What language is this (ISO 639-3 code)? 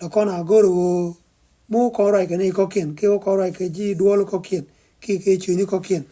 nus